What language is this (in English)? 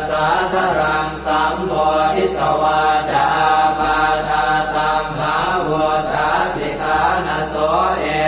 Pali